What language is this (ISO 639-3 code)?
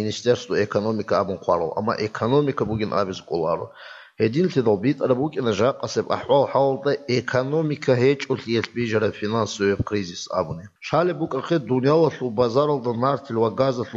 ava